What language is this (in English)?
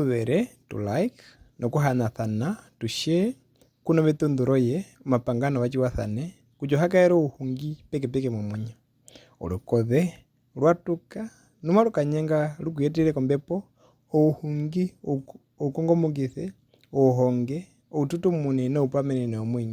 Herero